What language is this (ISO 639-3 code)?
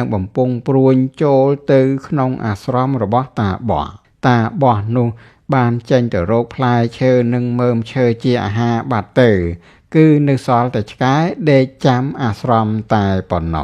khm